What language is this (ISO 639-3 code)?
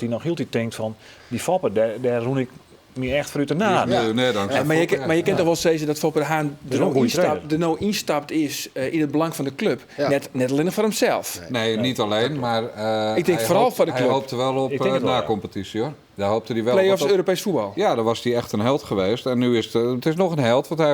fry